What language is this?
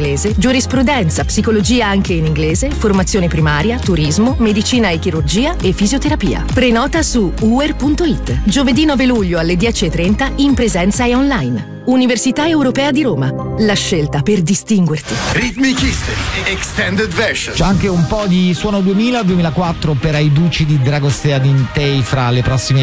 Italian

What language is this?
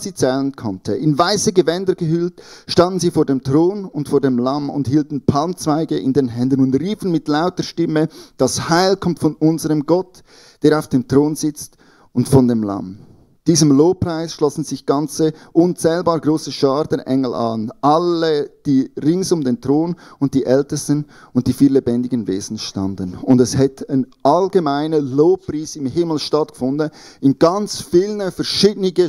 Swiss German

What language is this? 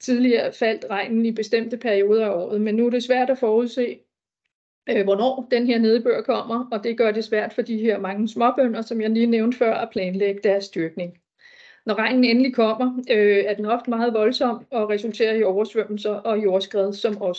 Danish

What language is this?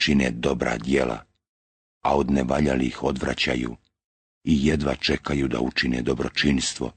Bosnian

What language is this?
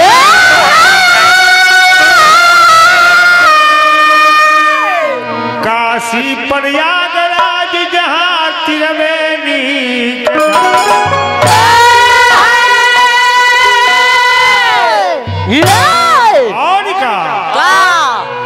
Bhojpuri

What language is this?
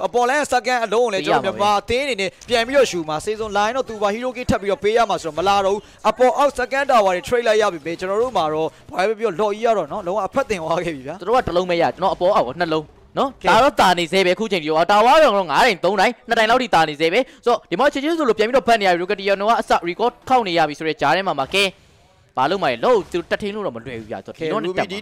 Burmese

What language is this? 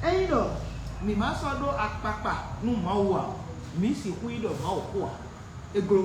Fon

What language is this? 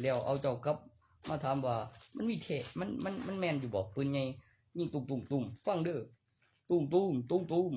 Northeastern Thai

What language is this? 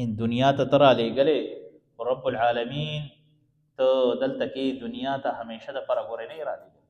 Pashto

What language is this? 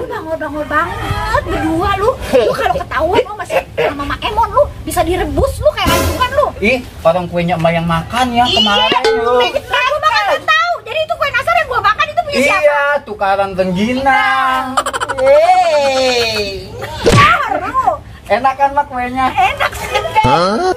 Betawi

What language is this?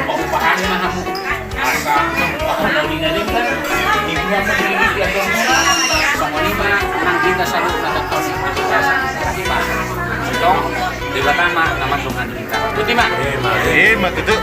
Batak Toba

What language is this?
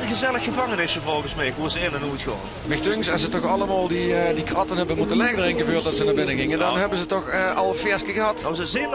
Limburgish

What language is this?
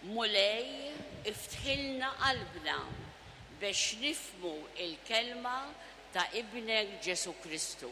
Maltese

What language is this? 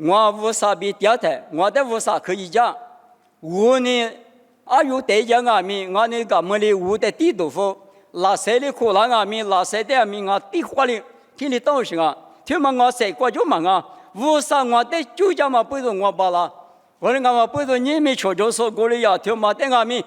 Lisu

